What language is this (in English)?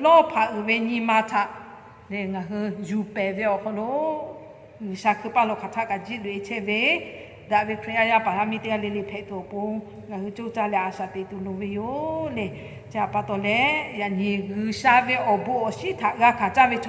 Lahu